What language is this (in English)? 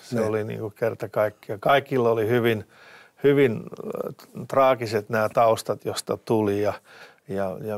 Finnish